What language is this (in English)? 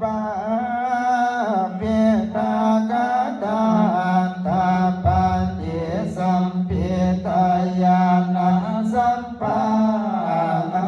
Pali